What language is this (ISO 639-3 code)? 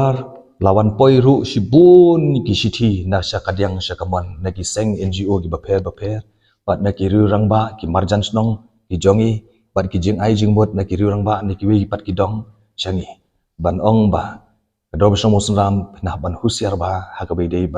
kha